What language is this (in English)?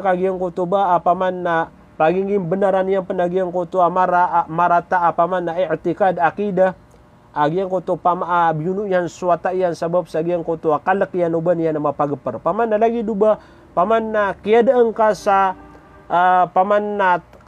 Maranao